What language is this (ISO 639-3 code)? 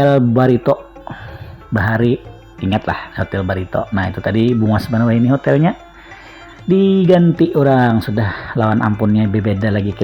bjn